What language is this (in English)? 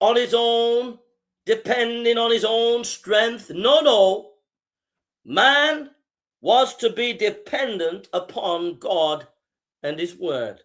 English